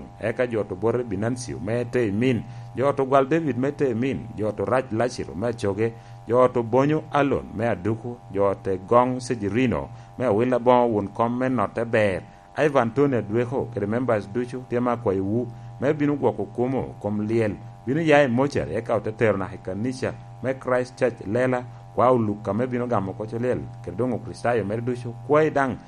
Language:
Lango (Uganda)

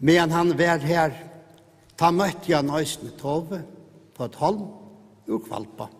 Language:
Faroese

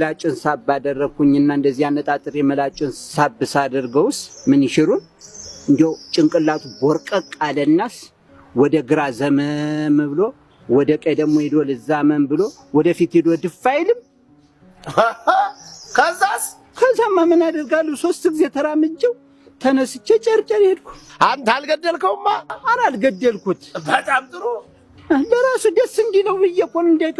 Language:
Amharic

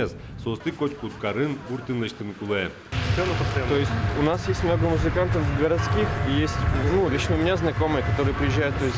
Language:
Udmurt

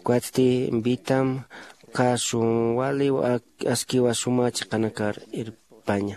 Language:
Aymara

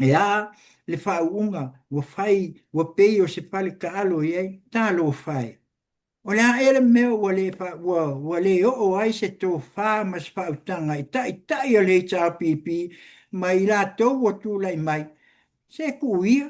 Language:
Samoan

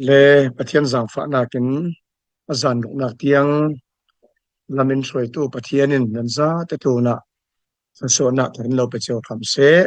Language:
Falam Chin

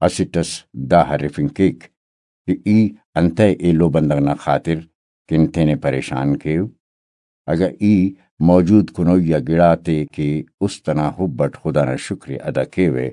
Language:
Brahui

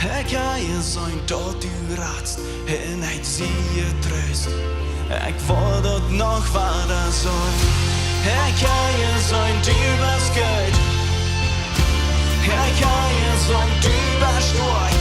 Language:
Plautdietsch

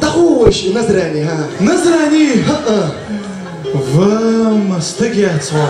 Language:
Chechen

